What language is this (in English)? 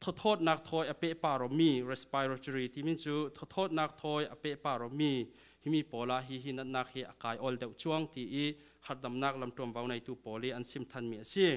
Falam Chin